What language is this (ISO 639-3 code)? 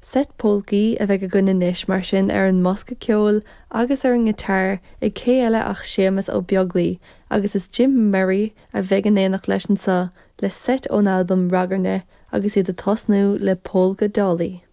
gle